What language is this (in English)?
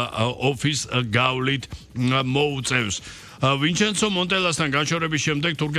Georgian